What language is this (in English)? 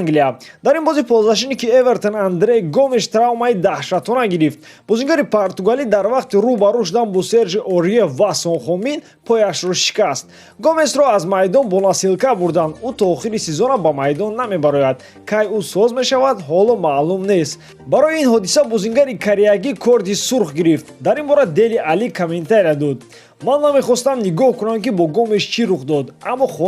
Tajik